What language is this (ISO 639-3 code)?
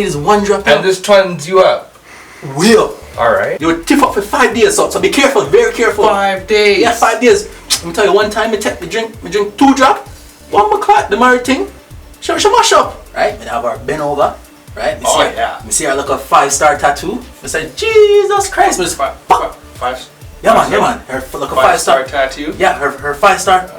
jam